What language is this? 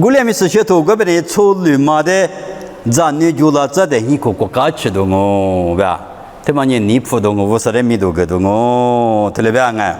Lisu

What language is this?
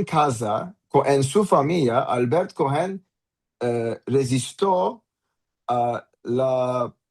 Ladino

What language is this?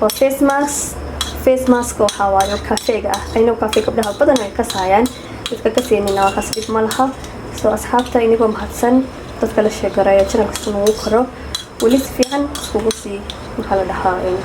Somali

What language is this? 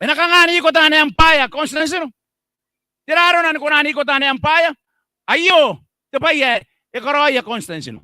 Gilbertese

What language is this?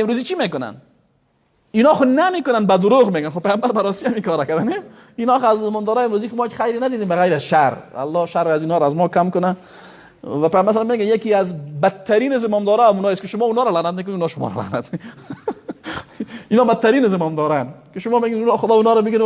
Persian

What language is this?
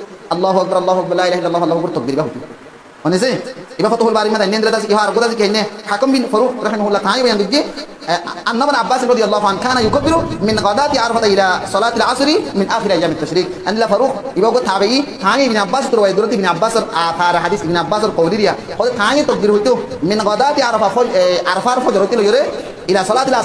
Rohingya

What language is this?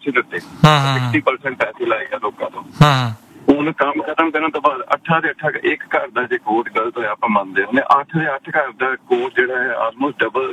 Punjabi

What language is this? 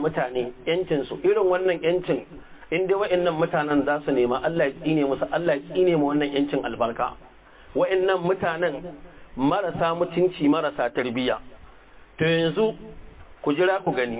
Hausa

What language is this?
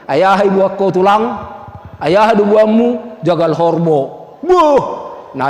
Batak Toba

